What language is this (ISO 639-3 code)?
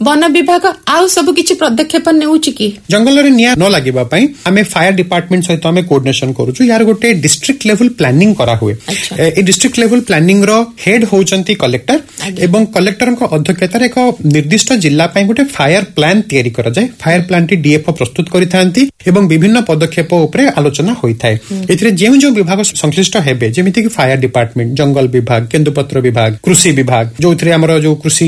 ori